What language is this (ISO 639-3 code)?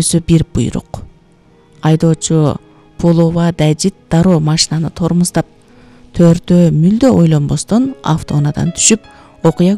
kir